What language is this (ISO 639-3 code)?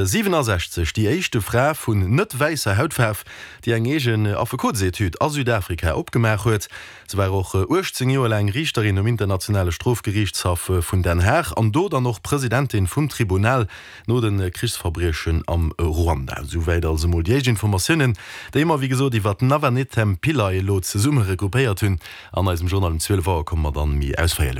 ltz